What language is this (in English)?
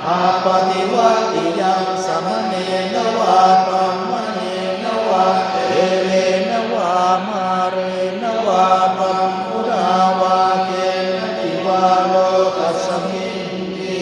Pali